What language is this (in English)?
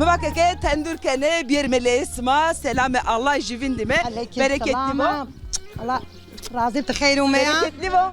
Zaza